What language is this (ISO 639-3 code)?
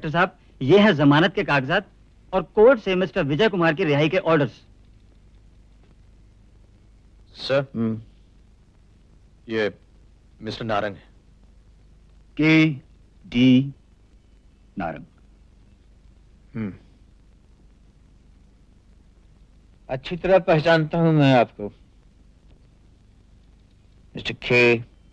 hin